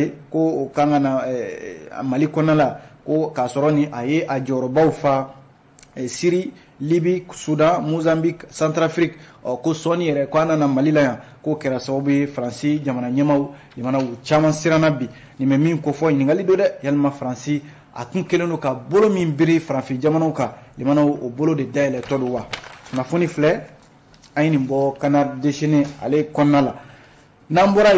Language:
Bambara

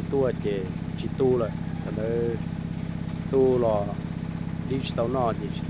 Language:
Hmong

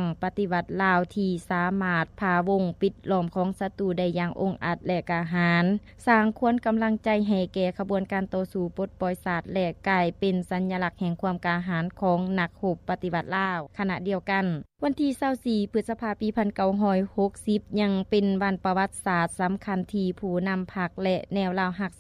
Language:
Lao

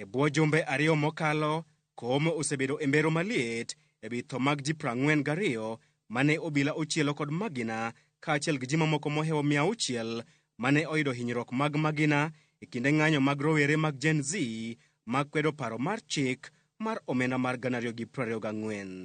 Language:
Luo (Kenya and Tanzania)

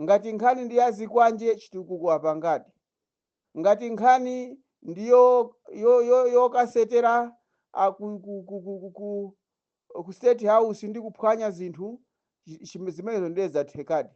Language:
Nyanja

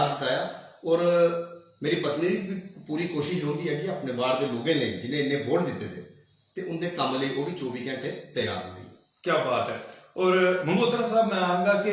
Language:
Dogri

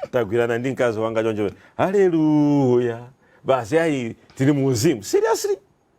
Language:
Nyanja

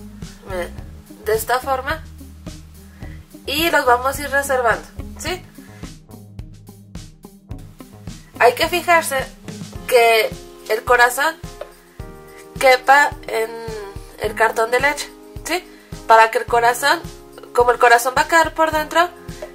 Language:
Spanish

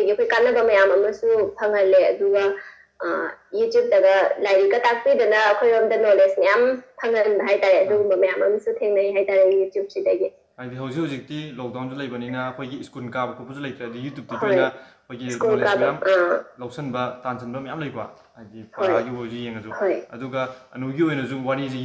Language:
Manipuri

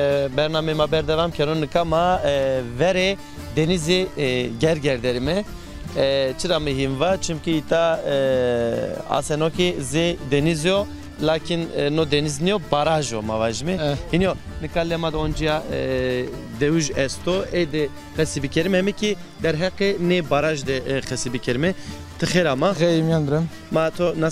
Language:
Zaza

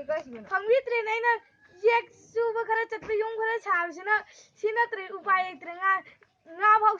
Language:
Manipuri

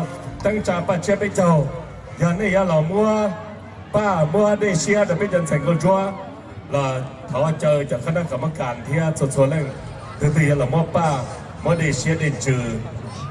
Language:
Hmong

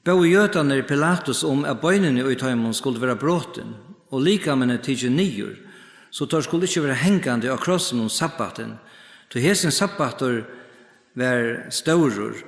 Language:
Faroese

